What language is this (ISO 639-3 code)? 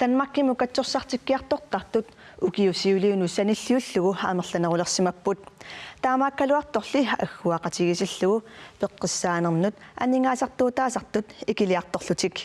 kal